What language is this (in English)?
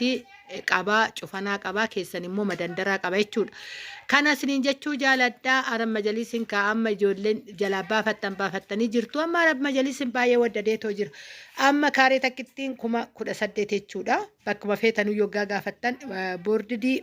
Oromo